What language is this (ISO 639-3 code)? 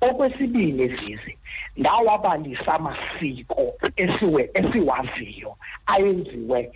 xho